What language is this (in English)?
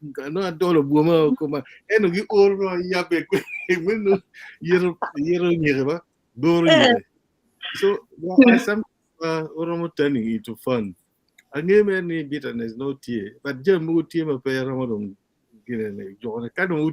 Acoli